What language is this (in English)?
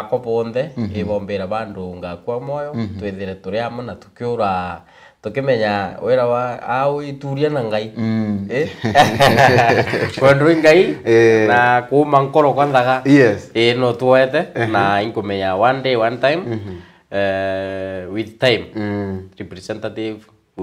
Meru